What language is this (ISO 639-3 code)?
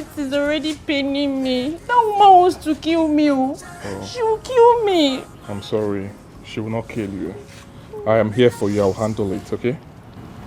pcm